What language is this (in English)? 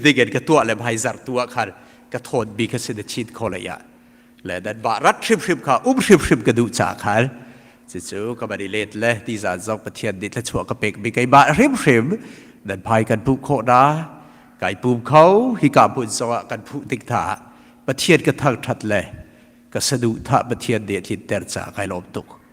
Hakha Chin